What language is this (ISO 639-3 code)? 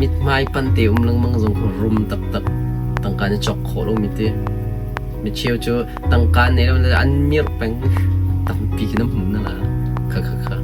cnh